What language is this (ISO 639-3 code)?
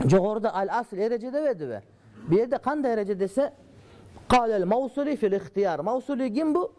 kir